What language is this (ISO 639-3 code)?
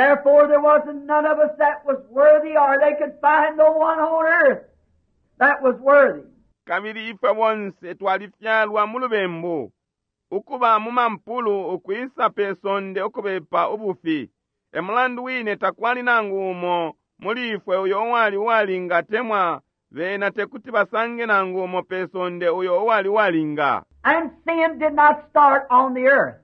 bem